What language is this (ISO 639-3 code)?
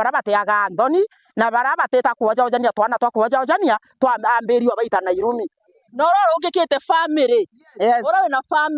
mer